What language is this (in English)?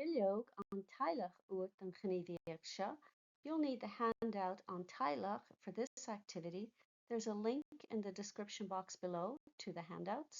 Irish